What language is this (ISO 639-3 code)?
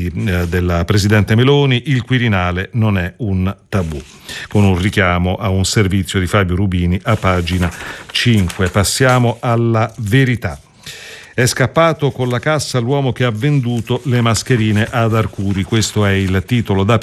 ita